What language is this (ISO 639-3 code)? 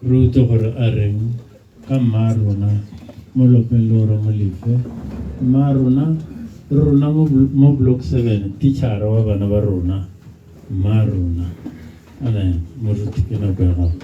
tsn